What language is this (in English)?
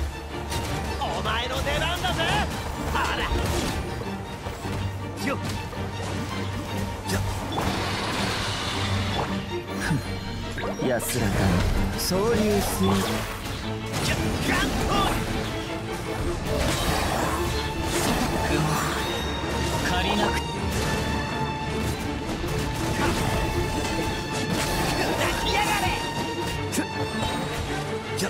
Japanese